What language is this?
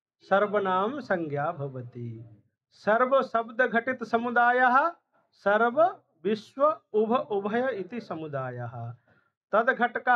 Sanskrit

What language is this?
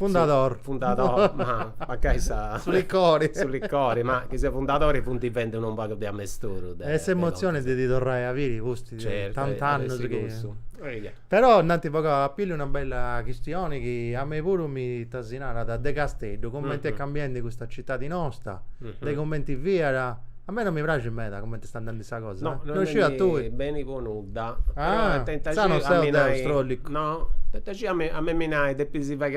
Sardinian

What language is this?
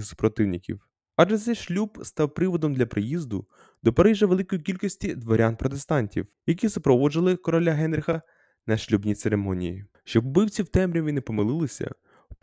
Ukrainian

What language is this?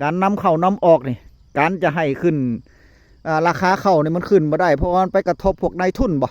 Northeastern Thai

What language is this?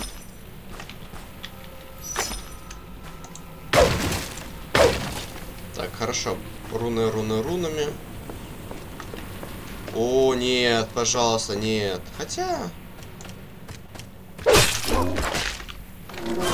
Russian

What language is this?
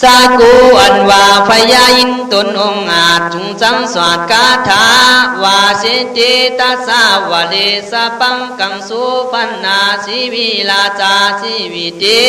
Khün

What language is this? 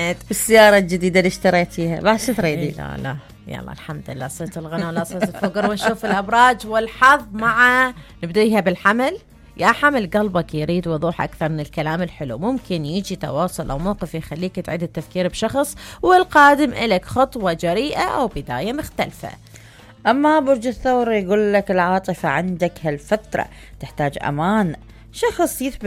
Mesopotamian Arabic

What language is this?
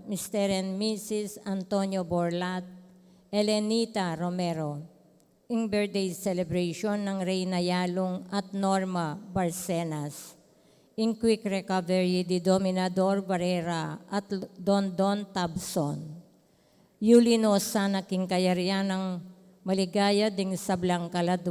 Pampanga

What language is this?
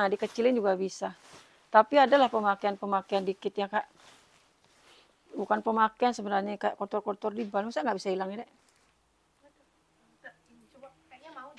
Indonesian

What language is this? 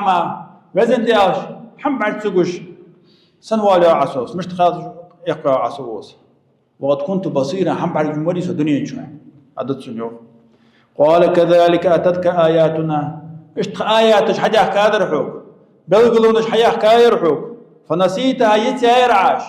Ingush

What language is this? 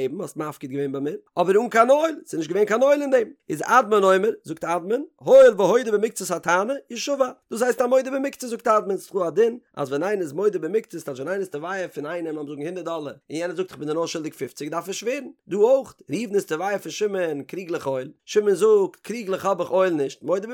Yiddish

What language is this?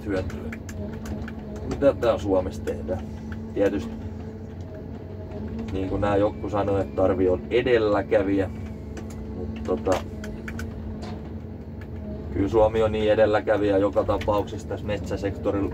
Finnish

